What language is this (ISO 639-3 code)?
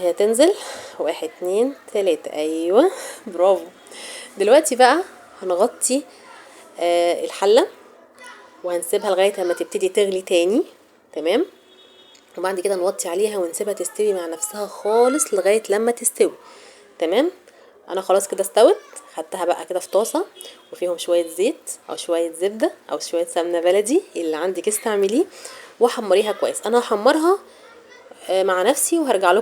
arz